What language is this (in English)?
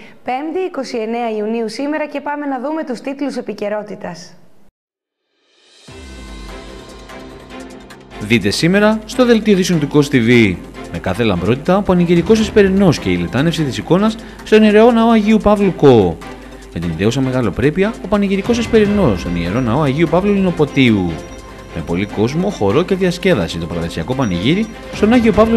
Greek